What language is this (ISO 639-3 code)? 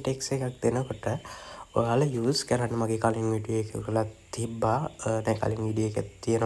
sin